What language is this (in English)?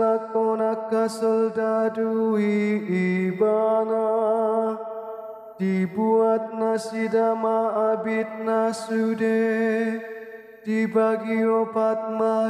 Batak Toba